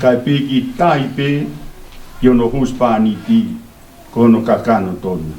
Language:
Tongan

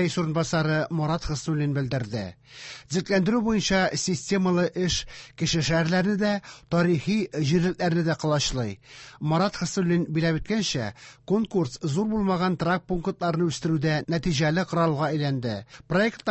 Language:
Tatar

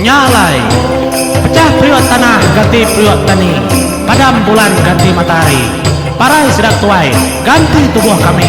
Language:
Iban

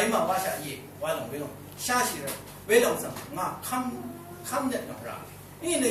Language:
Rawang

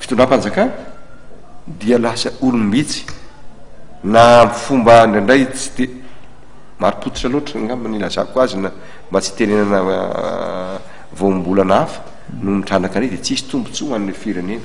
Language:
Malagasy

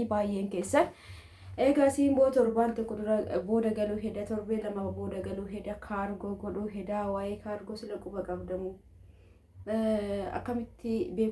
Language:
Oromo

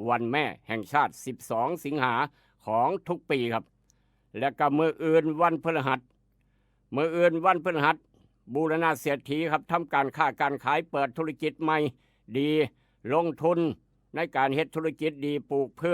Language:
Northeastern Thai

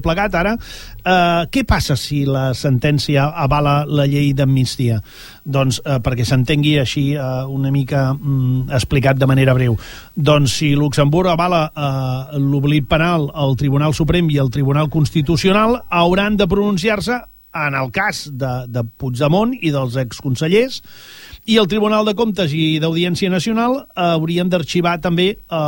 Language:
Catalan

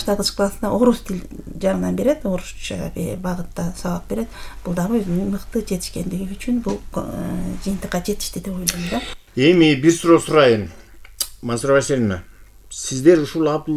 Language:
Kyrgyz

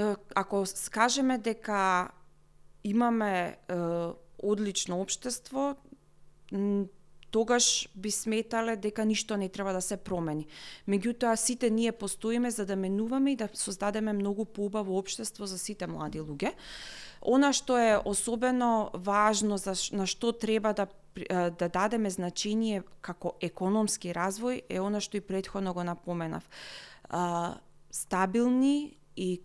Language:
Macedonian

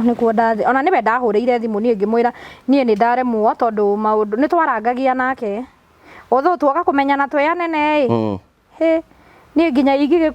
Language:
Kikuyu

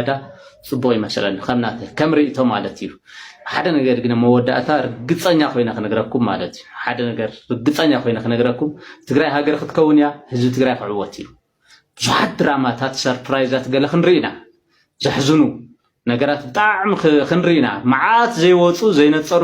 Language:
Tigrinya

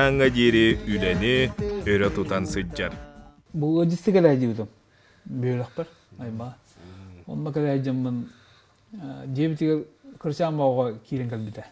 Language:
Yakut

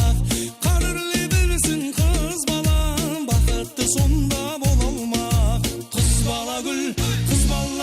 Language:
Kara-Kalpak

